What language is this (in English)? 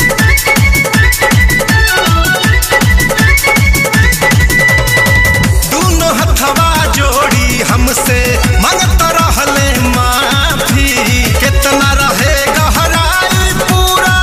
Bhojpuri